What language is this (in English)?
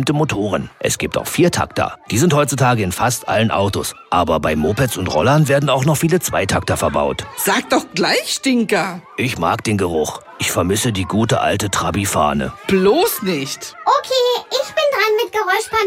German